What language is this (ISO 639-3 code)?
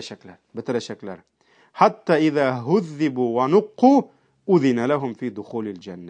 tat